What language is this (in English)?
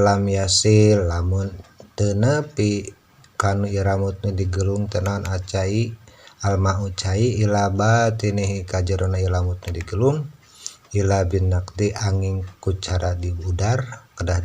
Sundanese